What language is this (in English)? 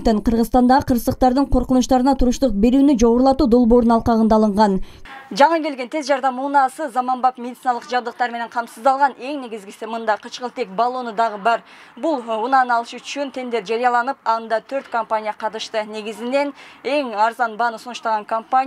Kyrgyz